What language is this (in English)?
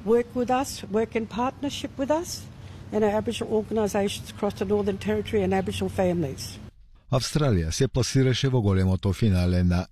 Macedonian